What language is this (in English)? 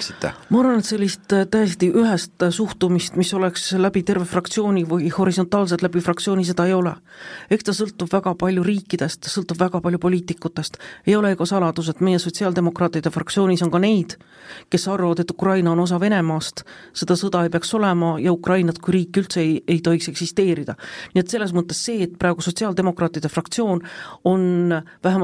Estonian